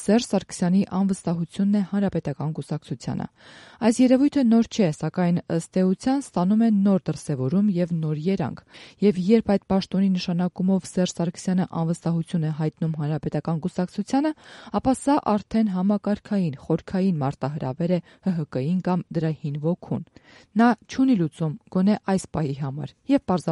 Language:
Armenian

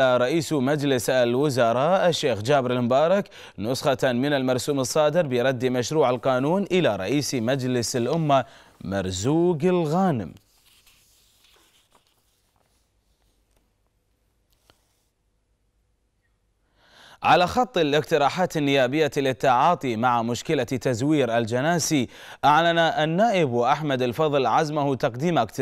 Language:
Arabic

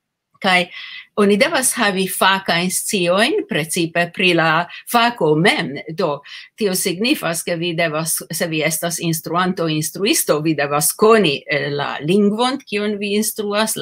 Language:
Esperanto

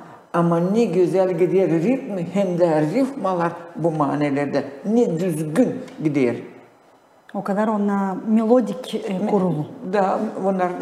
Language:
Gagauz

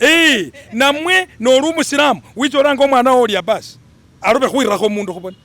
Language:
Masaaba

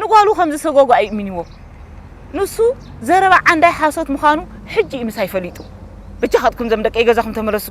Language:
Tigrinya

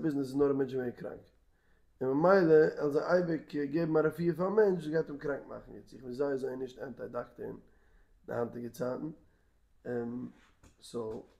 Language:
Yiddish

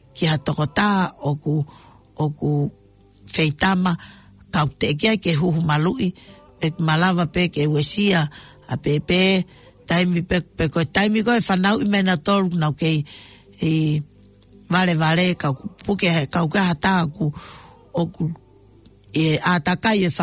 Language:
Tongan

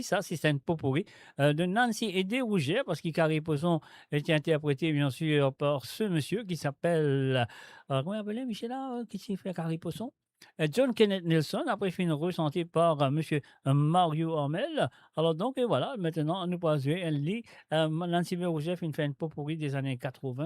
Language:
Morisyen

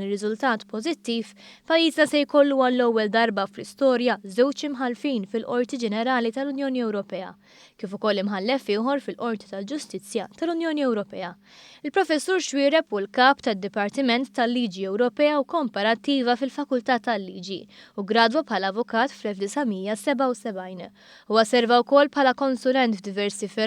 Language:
Maltese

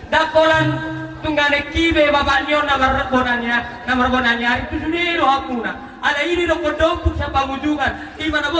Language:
Batak Toba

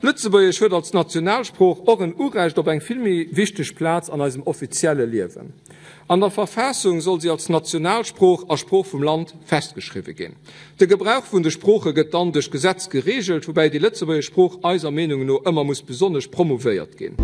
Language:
Luxembourgish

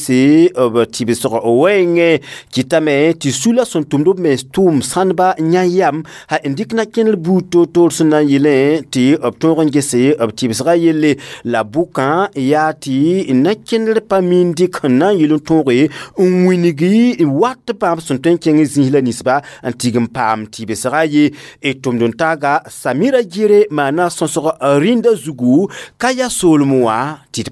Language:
Mossi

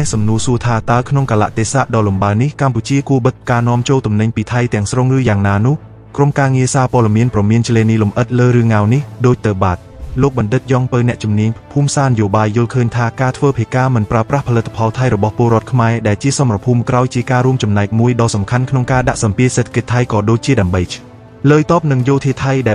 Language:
Khmer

